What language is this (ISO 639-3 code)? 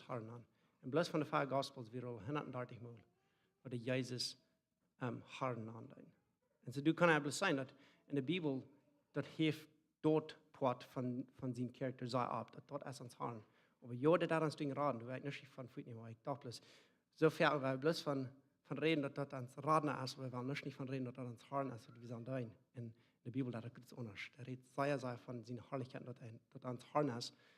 pdt